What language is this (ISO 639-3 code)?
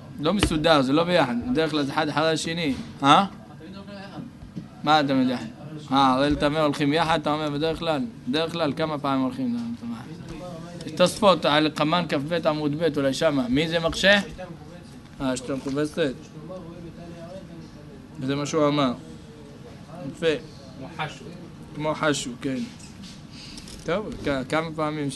heb